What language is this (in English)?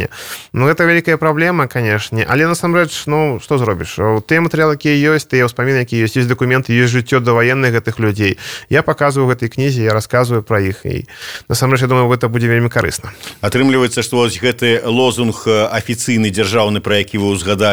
Belarusian